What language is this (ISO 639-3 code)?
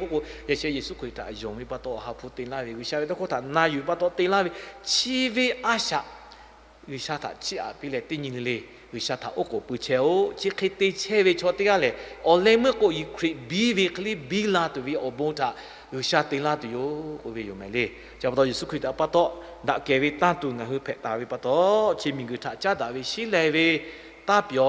lhu